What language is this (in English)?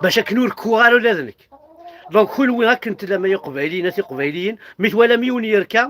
Kabyle